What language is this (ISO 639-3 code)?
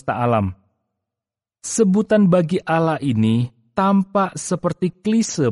ind